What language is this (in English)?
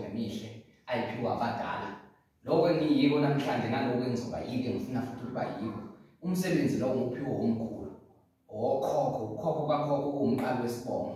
Zulu